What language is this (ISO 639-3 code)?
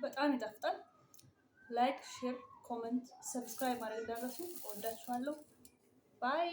amh